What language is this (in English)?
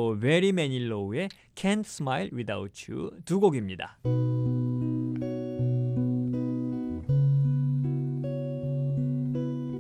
Korean